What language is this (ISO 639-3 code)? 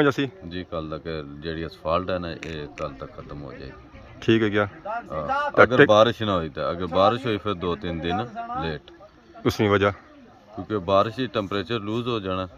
phr